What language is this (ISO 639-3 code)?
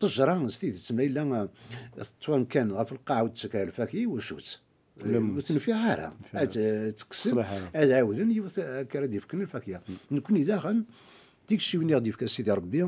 kab